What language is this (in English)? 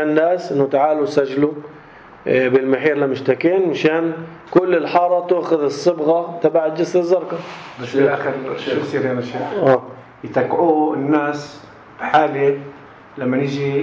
North Levantine Arabic